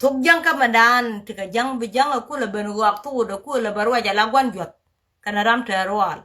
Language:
Nuer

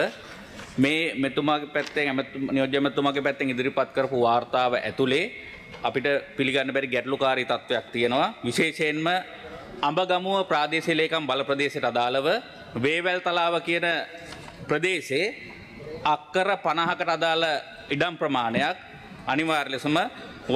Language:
Sinhala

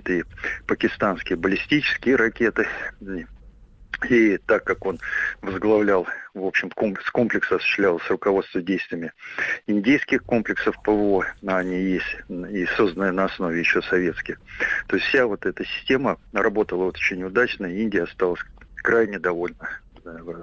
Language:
Russian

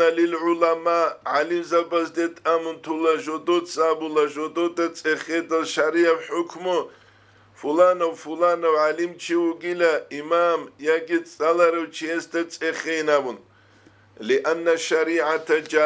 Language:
Avaric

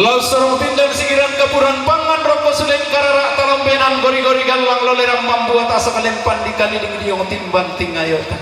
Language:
Toraja-Sa'dan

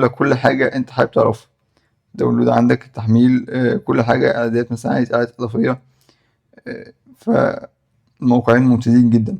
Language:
Egyptian Arabic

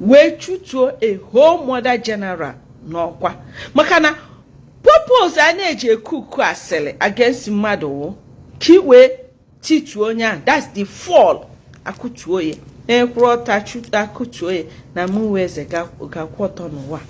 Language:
Igbo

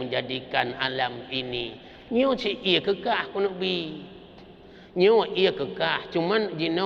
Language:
Achinese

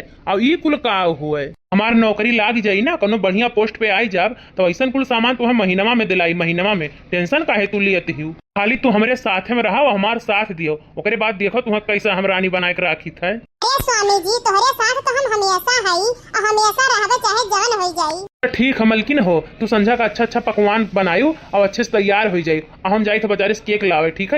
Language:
Awadhi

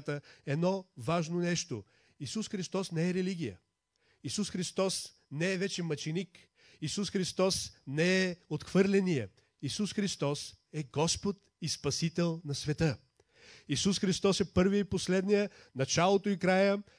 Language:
Bulgarian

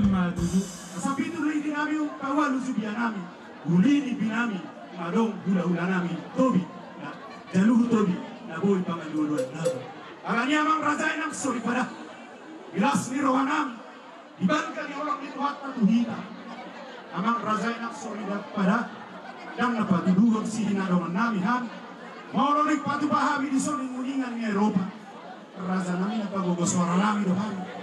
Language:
Batak Toba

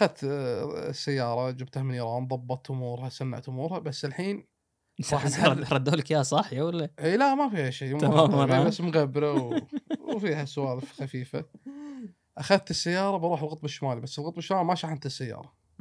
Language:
Gulf Arabic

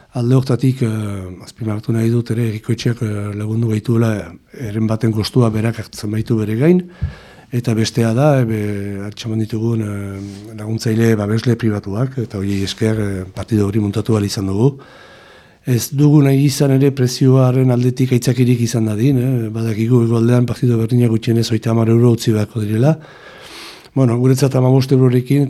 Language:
Basque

